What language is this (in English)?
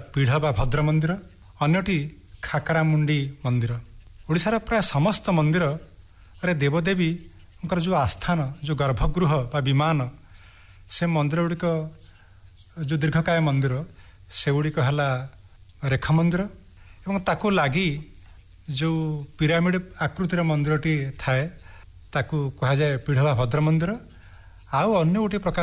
Odia